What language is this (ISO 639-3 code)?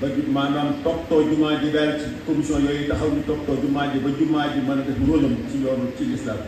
wol